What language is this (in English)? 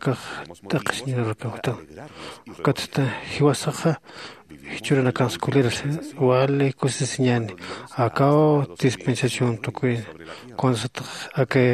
Aymara